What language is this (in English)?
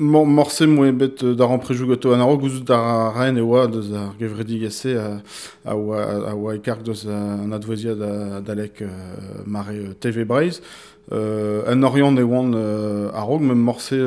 Breton